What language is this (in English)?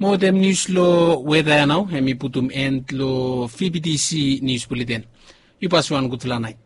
Bislama